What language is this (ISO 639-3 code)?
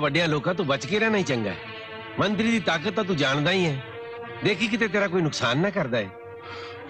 pan